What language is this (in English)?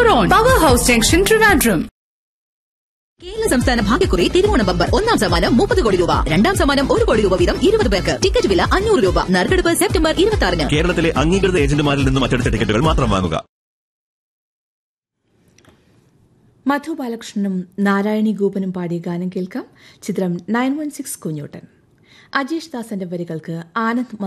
Malayalam